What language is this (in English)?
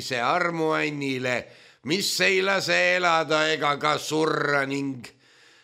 Estonian